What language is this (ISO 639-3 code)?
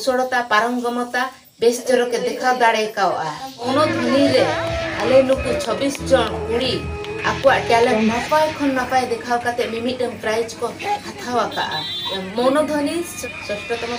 sat